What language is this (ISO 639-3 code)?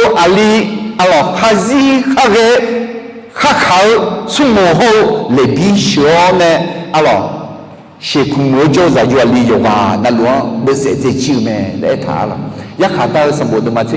ahk